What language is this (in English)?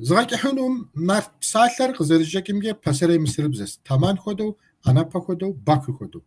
Kabardian